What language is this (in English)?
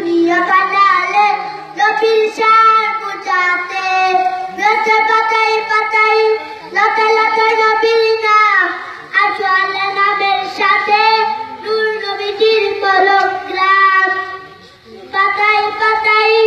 Bangla